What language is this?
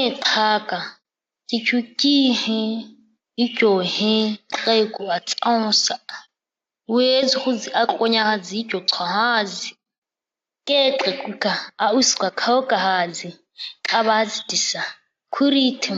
ǁGana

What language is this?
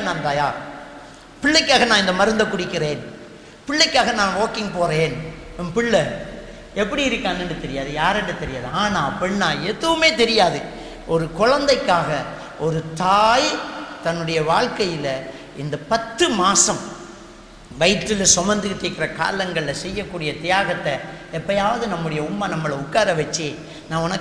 Tamil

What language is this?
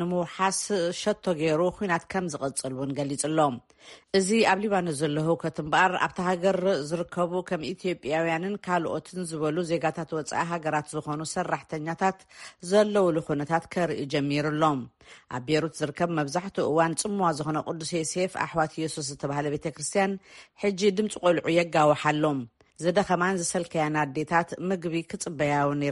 Tigrinya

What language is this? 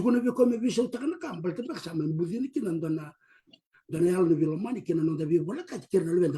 Fijian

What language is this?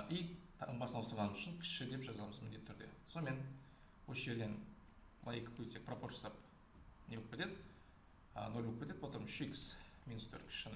Kazakh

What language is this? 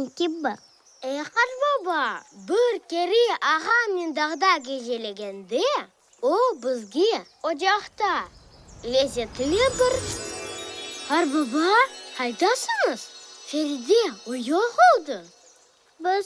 Crimean Tatar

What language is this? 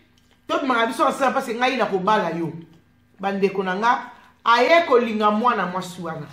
Lingala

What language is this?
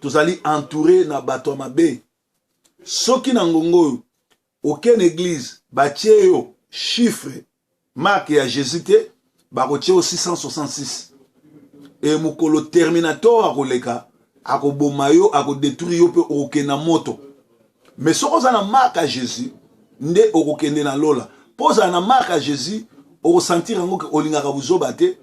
Lingala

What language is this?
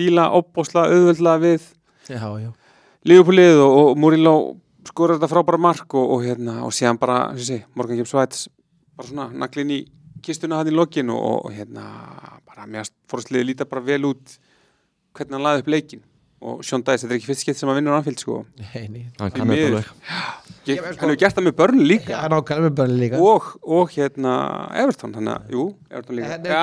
Icelandic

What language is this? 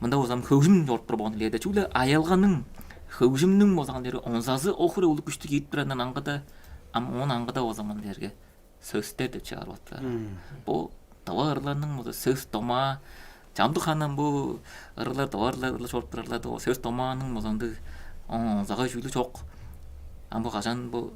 Tuvinian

